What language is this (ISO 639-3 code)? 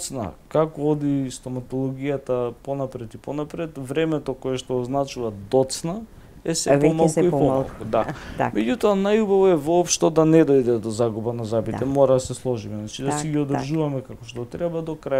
mkd